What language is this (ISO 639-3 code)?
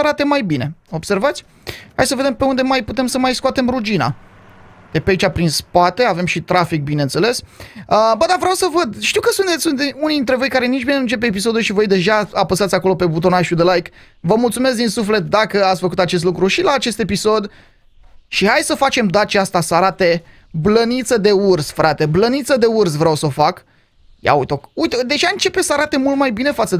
ron